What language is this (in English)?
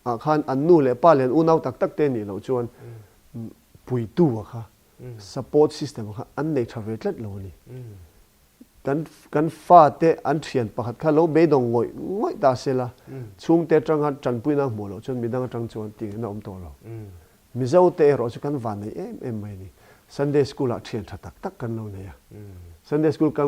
Mizo